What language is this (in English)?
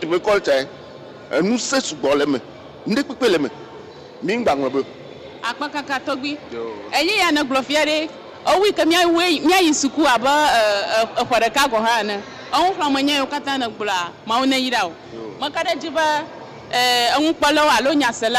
Ewe